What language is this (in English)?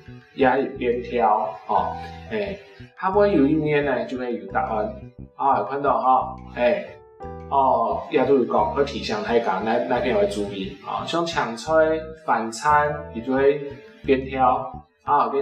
Hakka Chinese